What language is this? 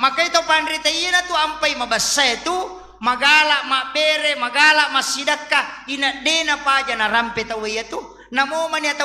Buginese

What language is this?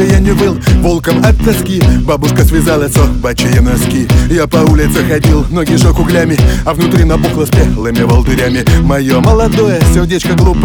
Russian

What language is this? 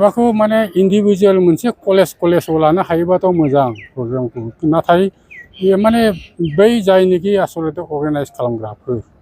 Bodo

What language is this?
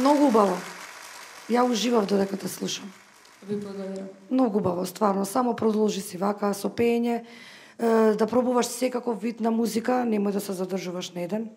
Macedonian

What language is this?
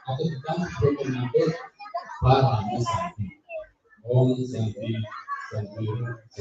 Balinese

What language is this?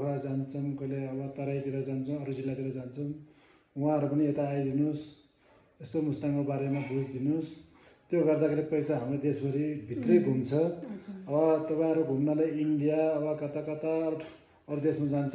Nepali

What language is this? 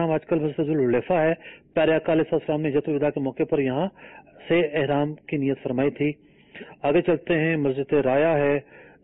Urdu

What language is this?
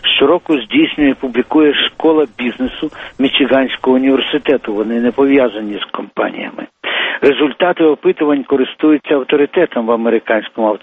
Ukrainian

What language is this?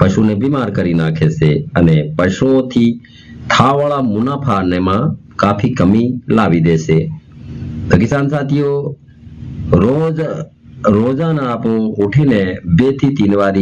Gujarati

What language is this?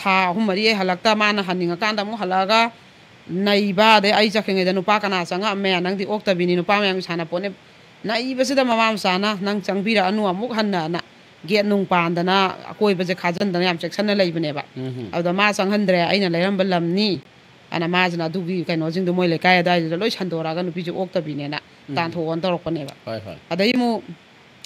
Manipuri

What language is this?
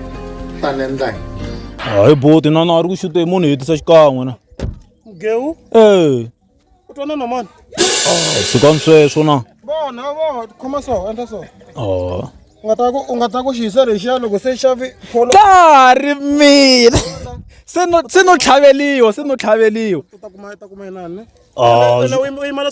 Tsonga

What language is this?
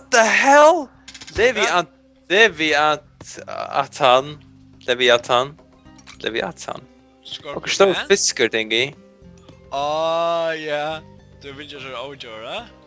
Faroese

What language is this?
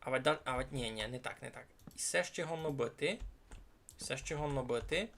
Rusyn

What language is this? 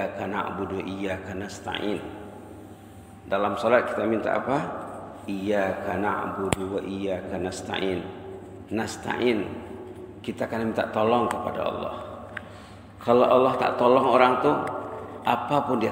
Malay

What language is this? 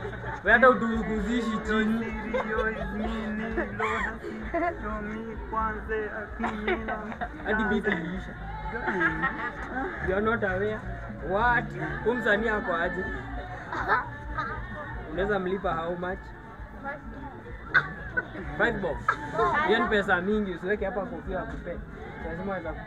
Swahili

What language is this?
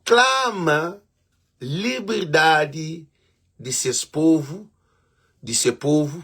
Kabuverdianu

